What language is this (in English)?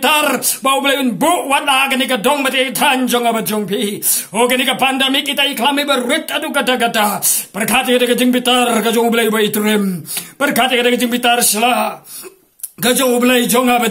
Khasi